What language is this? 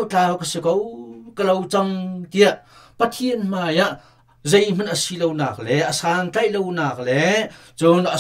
Hakha Chin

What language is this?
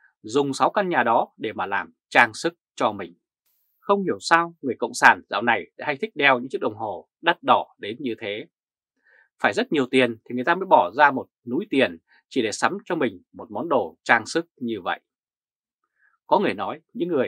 Vietnamese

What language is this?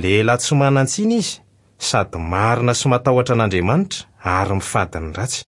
Malagasy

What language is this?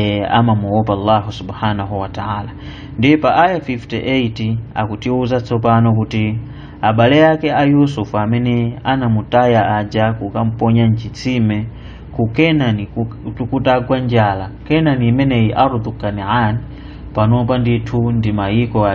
Nyanja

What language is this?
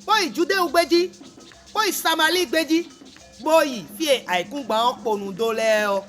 Fon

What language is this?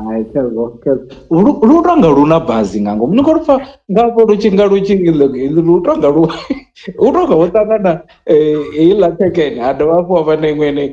Venda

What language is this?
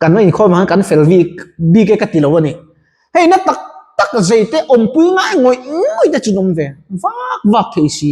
Mizo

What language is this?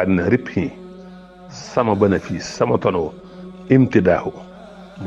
Wolof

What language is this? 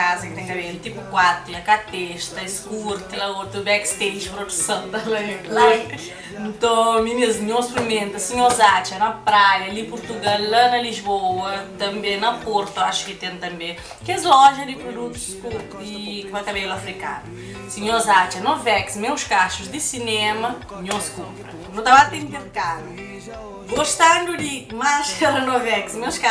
Kabuverdianu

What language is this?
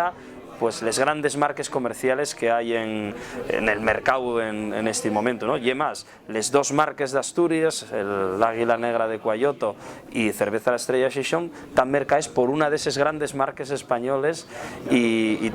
Asturian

